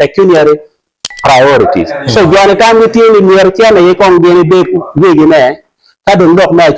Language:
Acoli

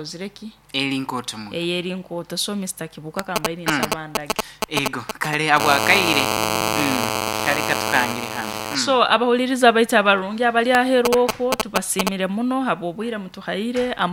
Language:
Nyoro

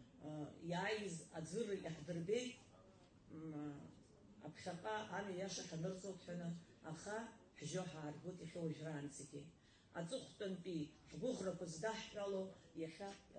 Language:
Abkhazian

